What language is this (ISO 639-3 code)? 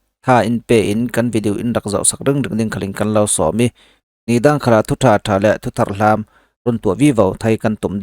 cfm